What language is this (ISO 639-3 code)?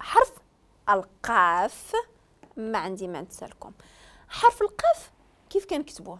ary